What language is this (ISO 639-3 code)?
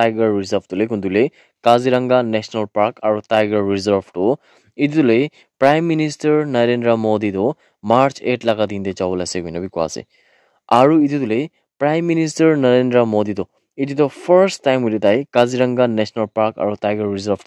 nag